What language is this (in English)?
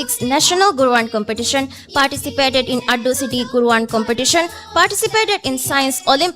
Divehi